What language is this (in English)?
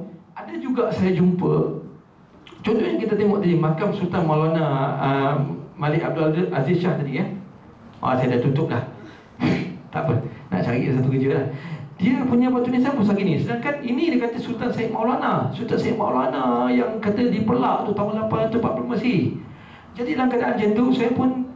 Malay